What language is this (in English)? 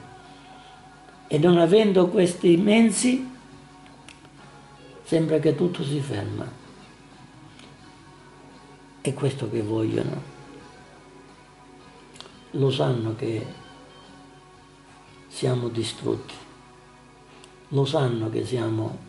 Italian